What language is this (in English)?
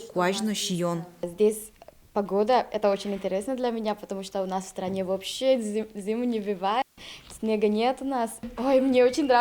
Udmurt